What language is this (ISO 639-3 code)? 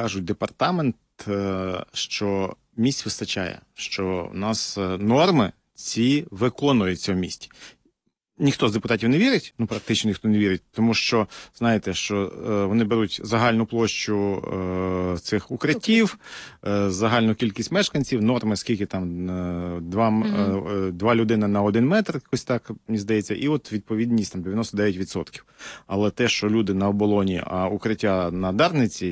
ukr